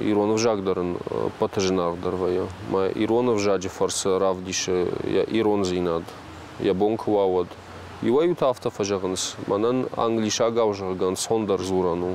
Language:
Ossetic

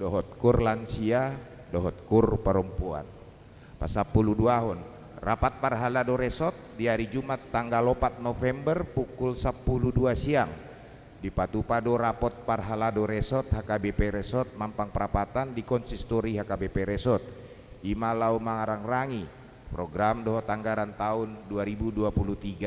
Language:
Batak Toba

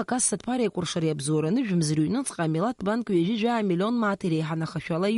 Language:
Abkhazian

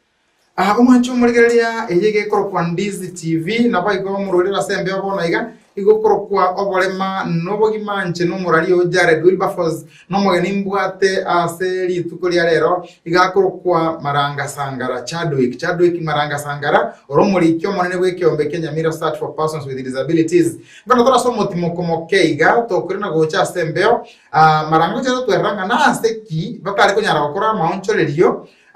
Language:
Gusii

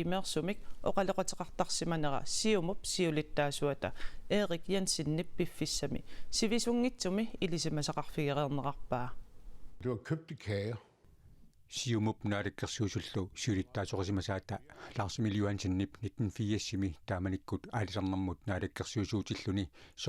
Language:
Kalaallisut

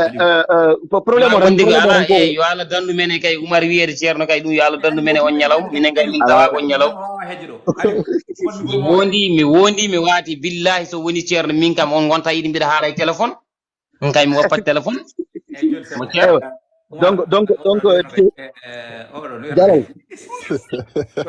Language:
Fula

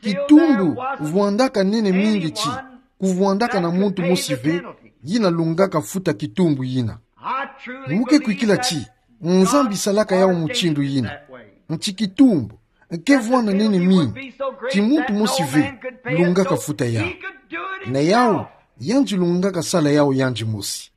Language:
Kituba (Democratic Republic of Congo)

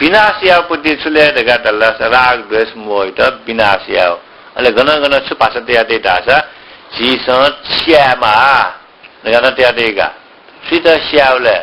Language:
Newari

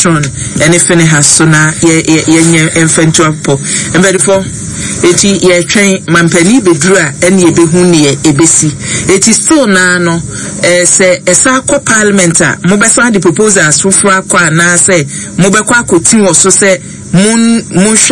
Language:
Akan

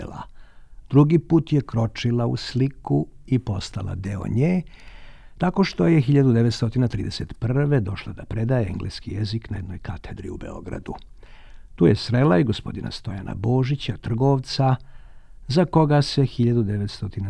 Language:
Serbian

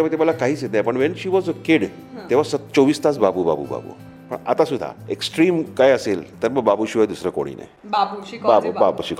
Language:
Marathi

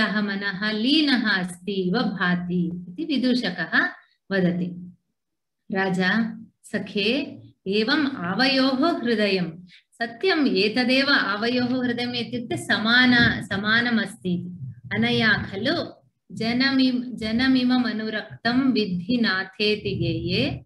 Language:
Sanskrit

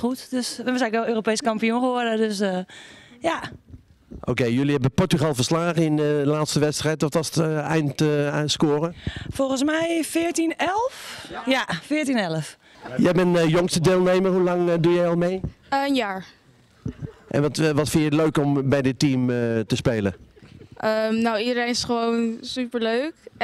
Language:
Dutch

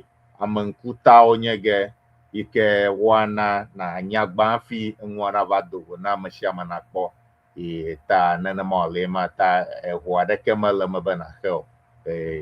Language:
Ewe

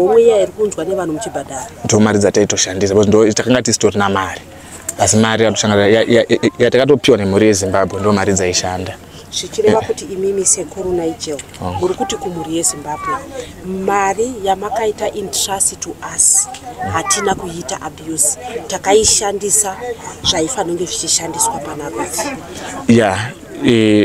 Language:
Shona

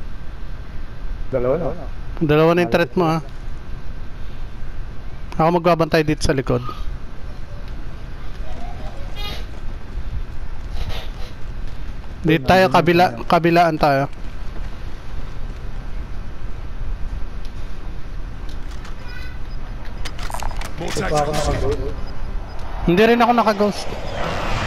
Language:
Filipino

